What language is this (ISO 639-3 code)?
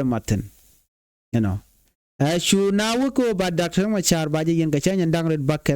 nus